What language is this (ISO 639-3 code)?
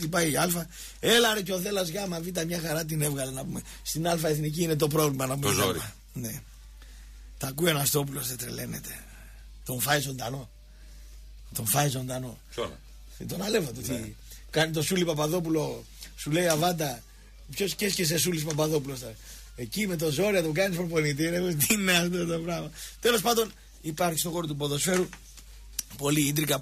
ell